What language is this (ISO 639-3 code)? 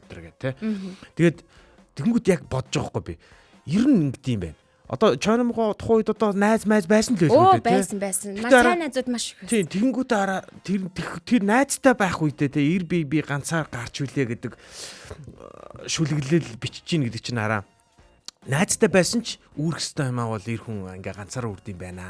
mon